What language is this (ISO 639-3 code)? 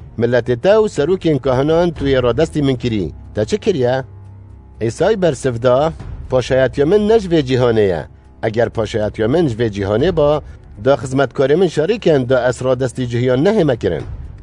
kur